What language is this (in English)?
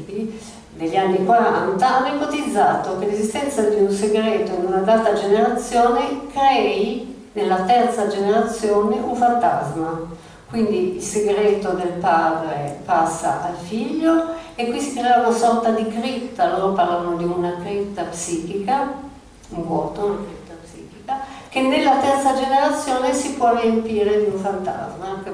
Italian